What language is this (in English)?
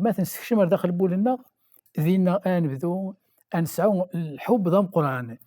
Kabyle